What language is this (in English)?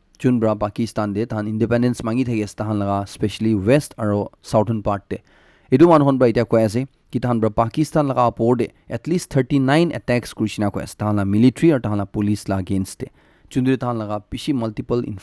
Naga Pidgin